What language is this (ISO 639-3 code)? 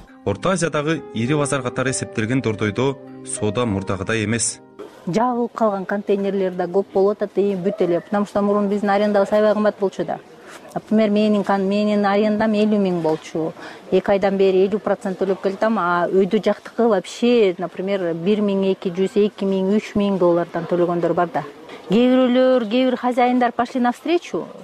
kir